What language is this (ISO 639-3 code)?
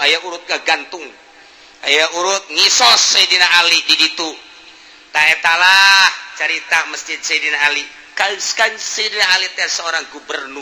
sun